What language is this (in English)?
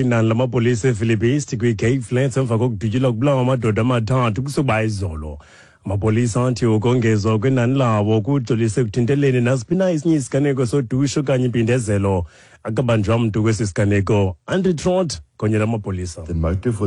Xhosa